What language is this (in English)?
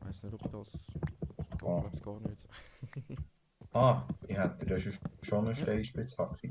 Swiss German